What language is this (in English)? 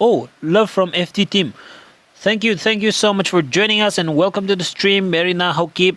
Tangkhul Naga (India)